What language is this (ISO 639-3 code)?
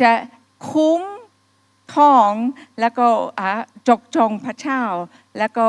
ahk